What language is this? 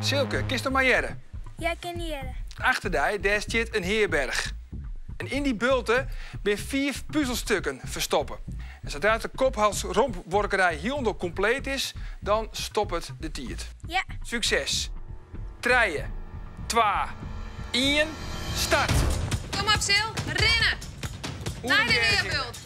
Western Frisian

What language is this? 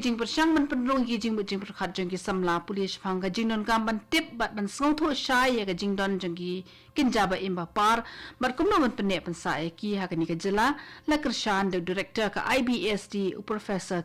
Khasi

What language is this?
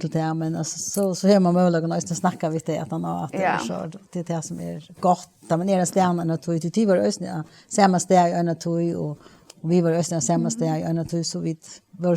Faroese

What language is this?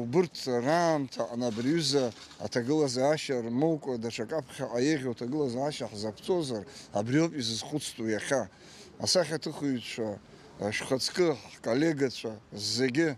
Abkhazian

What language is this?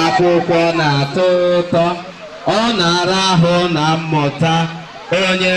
Igbo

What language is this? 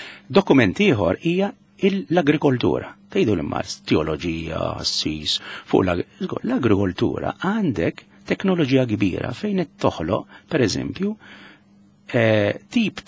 Maltese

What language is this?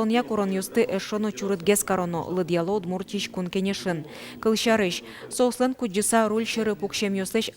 Udmurt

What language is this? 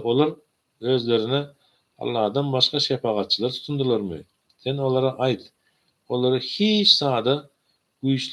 Turkmen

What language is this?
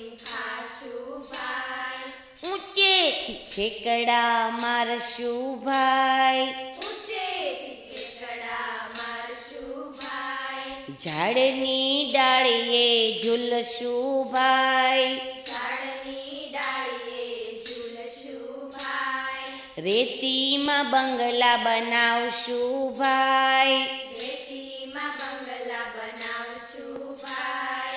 Gujarati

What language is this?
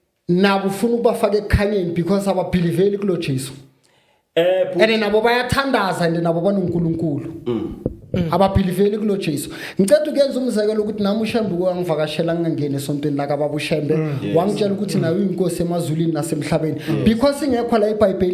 Zulu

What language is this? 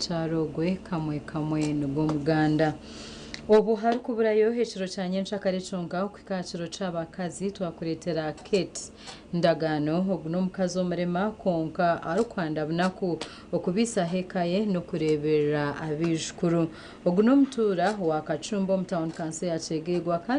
Nyankole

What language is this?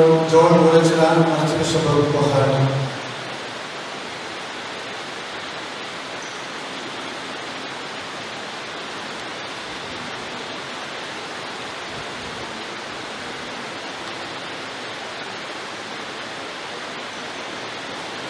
Malayalam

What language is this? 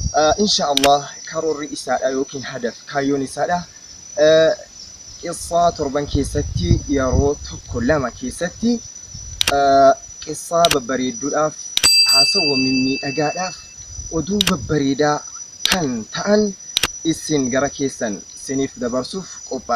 Oromo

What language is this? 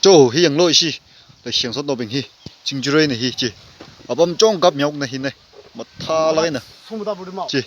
Tangkhul Naga (India)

